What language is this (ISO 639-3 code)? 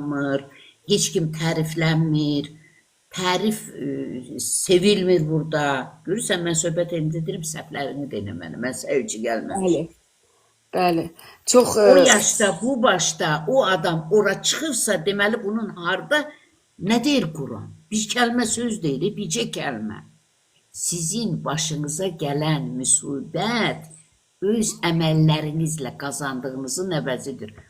aze